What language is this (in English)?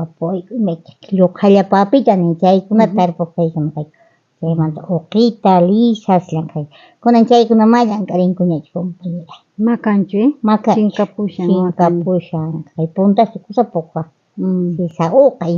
South Bolivian Quechua